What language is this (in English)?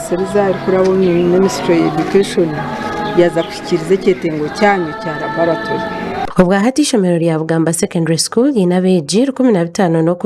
Nyankole